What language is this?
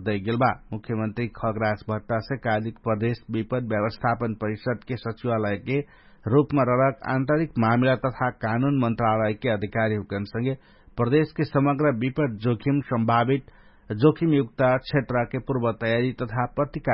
Dangaura Tharu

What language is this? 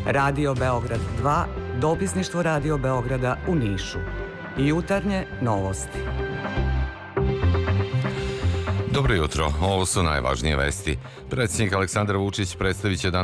Serbian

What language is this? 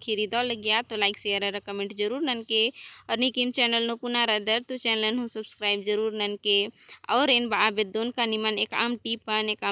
Kurukh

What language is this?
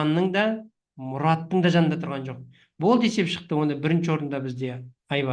Kazakh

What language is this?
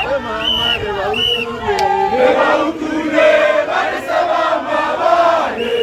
Tswana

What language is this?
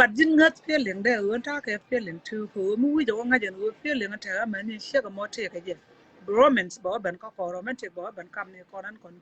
Nuer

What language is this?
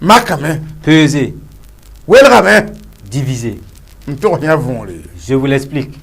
Mossi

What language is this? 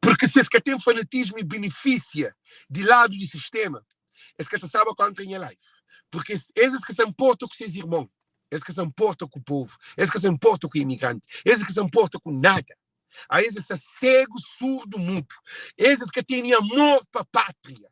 Kabuverdianu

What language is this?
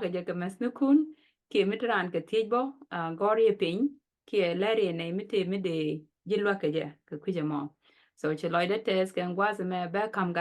Nuer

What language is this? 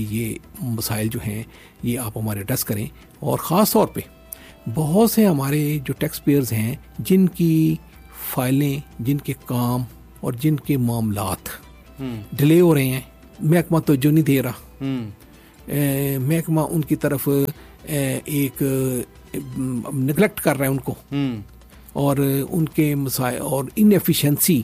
Urdu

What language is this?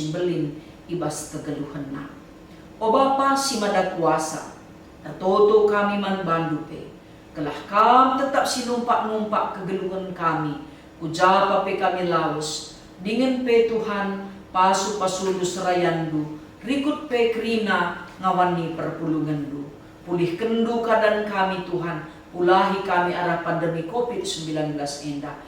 Batak Karo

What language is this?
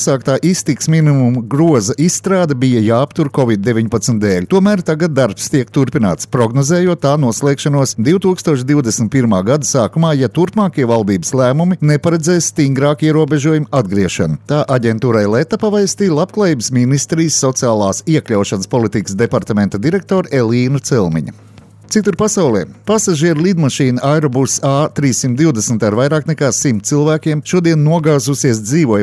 Latvian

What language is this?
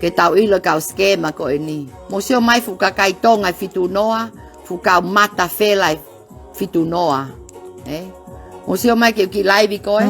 Tongan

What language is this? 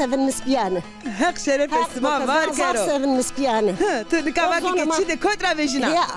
Zaza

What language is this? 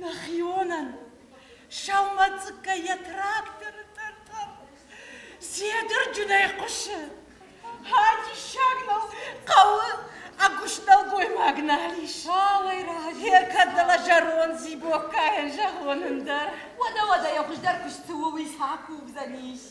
Ossetic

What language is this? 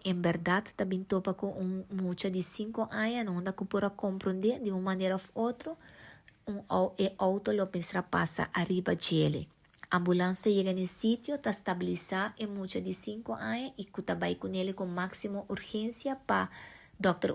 Papiamento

